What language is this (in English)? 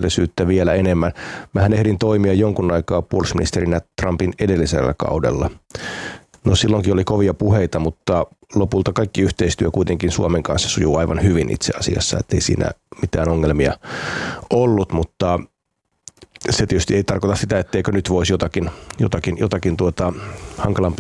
Finnish